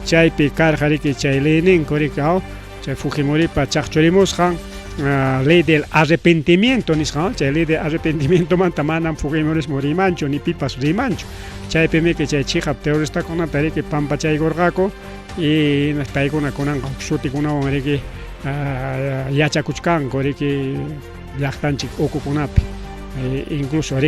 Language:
Ayacucho Quechua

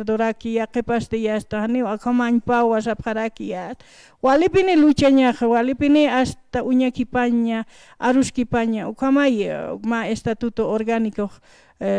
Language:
Aymara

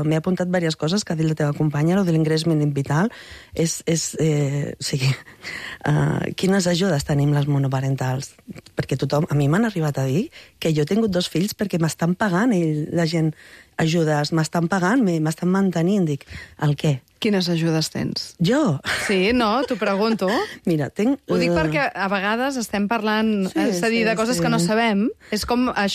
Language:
Catalan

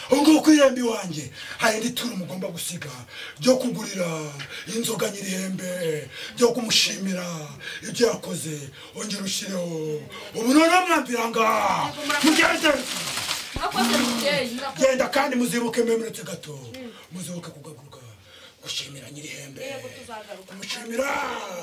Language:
Kinyarwanda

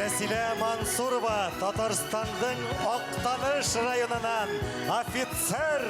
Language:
Bashkir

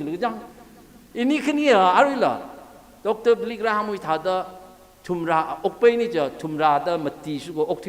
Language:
Tangkhul Naga (India)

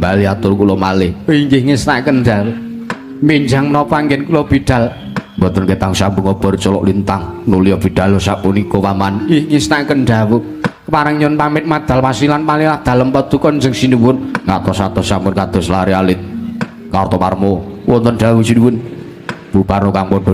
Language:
Javanese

